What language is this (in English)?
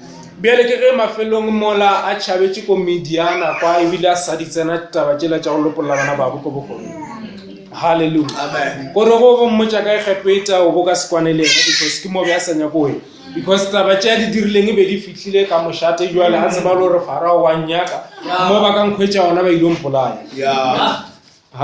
Northern Sotho